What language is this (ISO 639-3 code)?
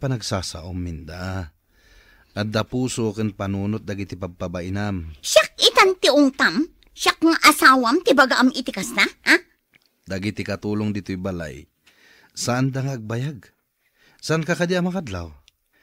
ilo